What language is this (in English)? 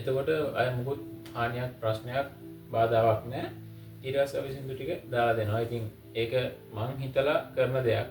Sinhala